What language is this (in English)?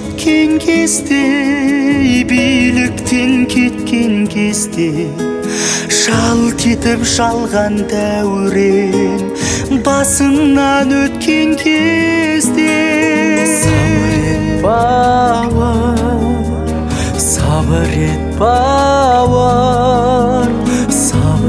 Kazakh